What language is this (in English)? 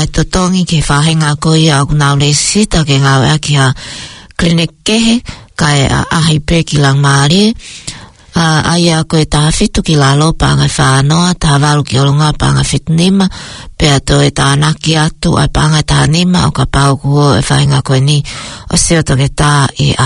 Tongan